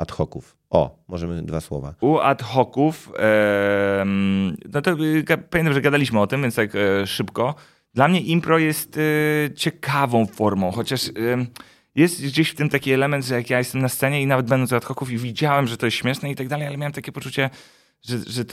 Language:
Polish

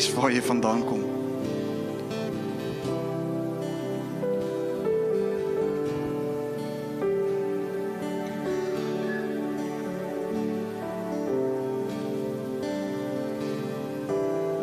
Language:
Afrikaans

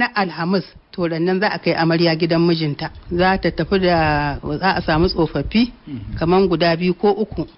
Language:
Hausa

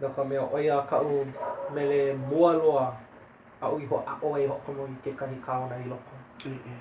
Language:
Hawaiian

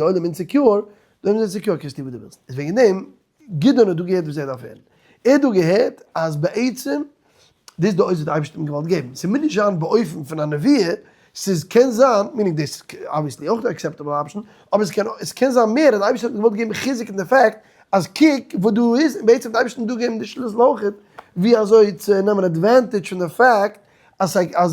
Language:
Yiddish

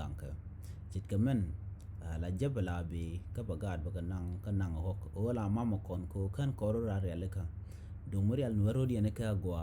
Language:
Nuer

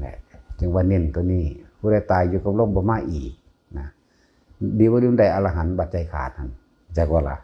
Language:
Northeastern Thai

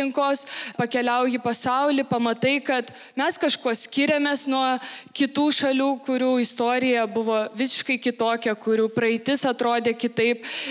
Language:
Lithuanian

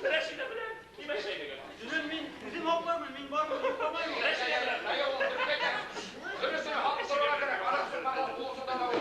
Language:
Bashkir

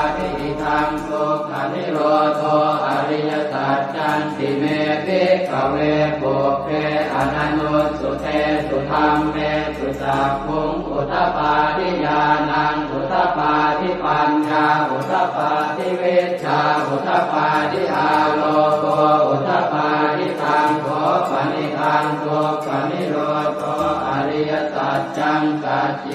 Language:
Pali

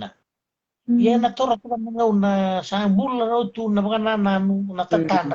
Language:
Fijian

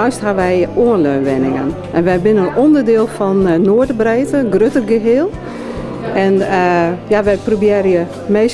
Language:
Western Frisian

